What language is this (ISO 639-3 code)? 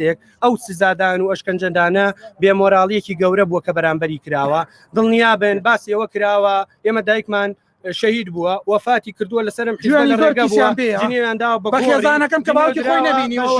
ckb